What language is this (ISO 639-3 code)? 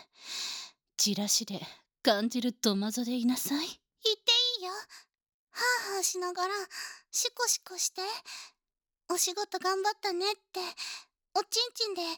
jpn